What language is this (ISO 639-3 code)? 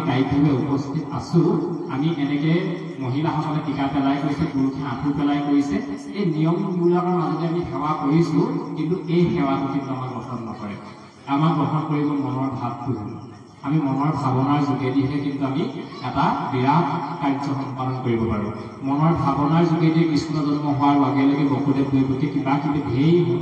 asm